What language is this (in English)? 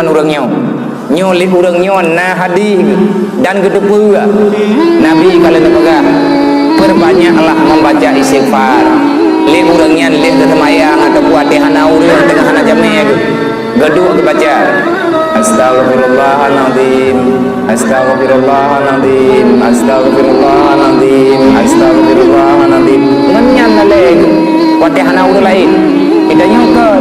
Achinese